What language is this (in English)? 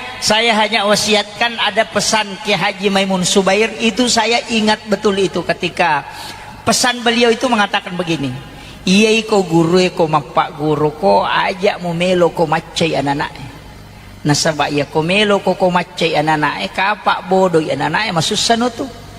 Buginese